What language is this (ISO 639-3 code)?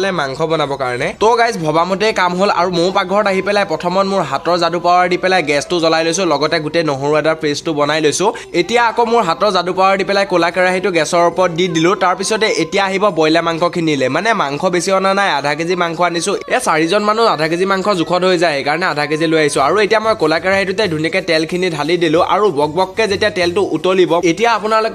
asm